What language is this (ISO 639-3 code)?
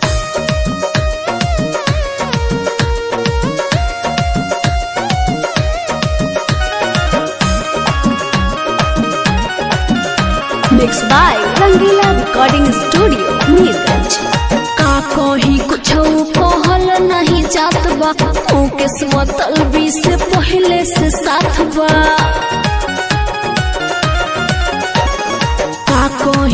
bho